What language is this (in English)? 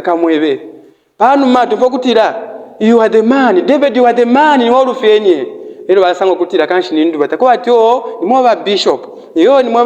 Bemba